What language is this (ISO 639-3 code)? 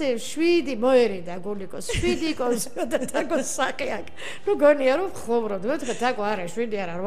kat